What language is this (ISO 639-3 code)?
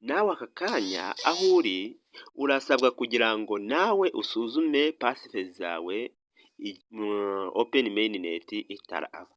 kin